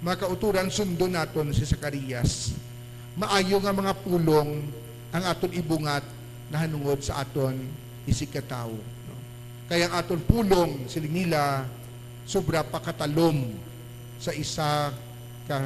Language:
Hiligaynon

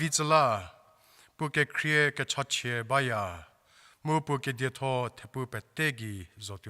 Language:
Angami Naga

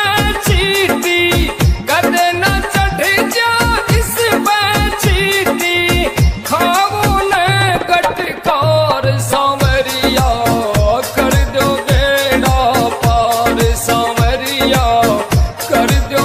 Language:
Haryanvi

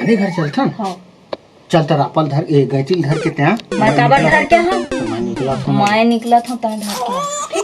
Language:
Chhattisgarhi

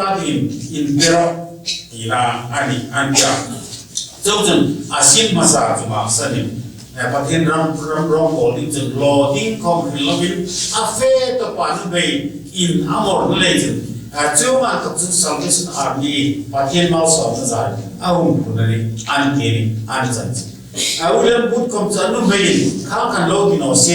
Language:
Hmar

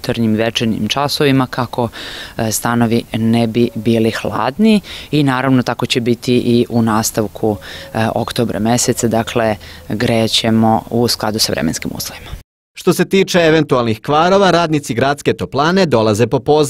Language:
Serbian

